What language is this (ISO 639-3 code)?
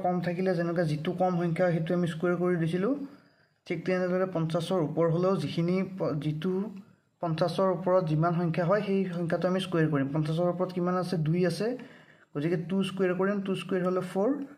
asm